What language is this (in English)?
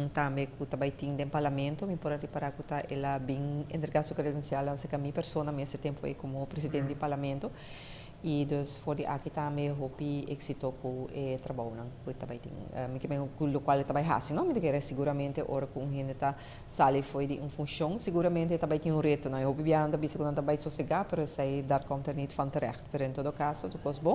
Papiamento